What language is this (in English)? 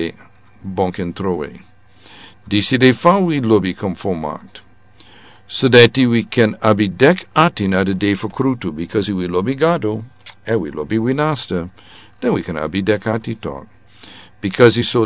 Sranan Tongo